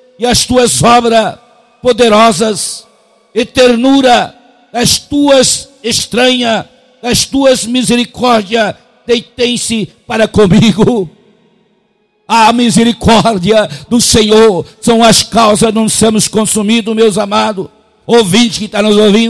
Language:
Portuguese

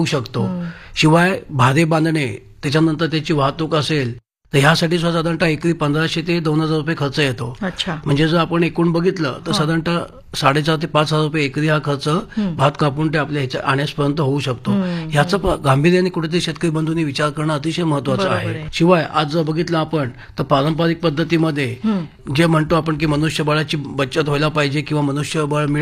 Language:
Marathi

